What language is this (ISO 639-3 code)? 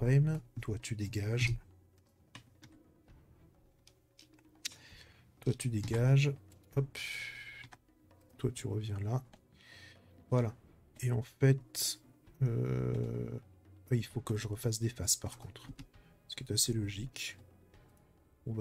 fra